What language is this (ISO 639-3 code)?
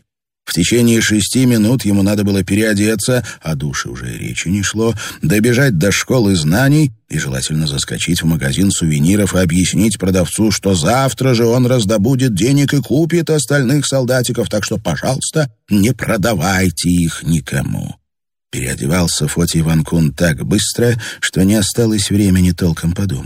rus